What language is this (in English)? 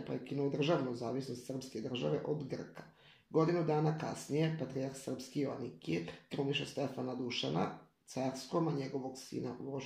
Serbian